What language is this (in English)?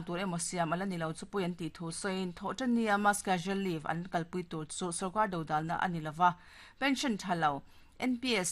Mizo